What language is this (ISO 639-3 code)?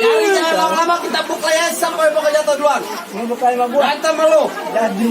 bew